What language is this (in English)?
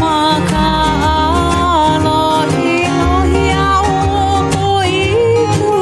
Hawaiian